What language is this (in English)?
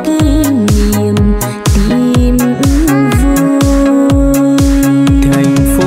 Vietnamese